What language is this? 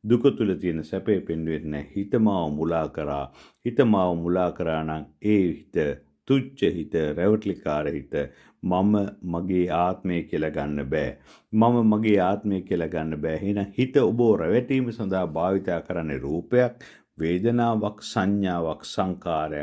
Sinhala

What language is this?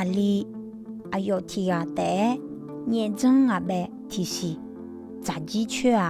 Akha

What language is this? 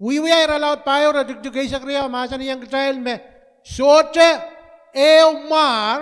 Pohnpeian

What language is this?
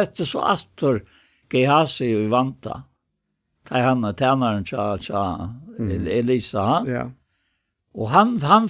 Faroese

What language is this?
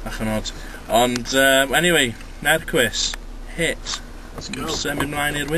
Welsh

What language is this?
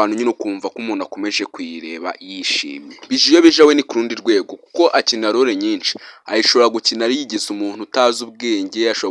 Kinyarwanda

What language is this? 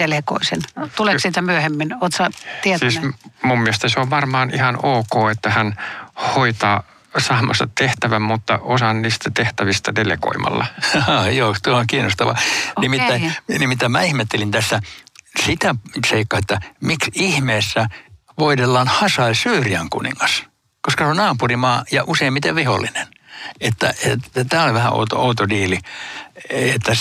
Finnish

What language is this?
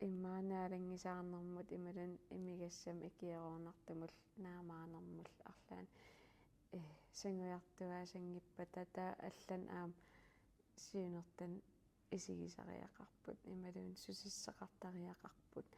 Kalaallisut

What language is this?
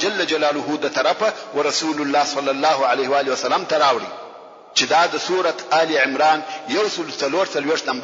Pashto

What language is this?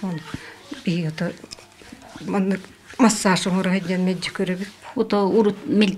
Yakut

